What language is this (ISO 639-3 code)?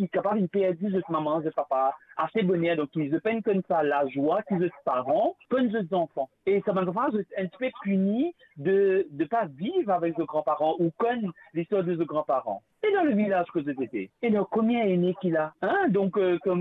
mfe